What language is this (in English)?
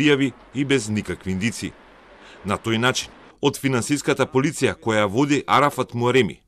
Macedonian